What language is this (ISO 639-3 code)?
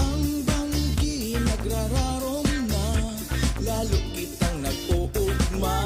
bik